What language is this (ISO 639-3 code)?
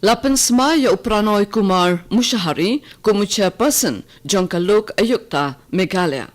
kha